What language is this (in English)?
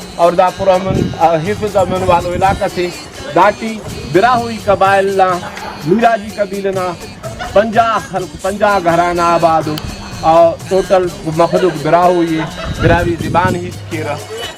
Brahui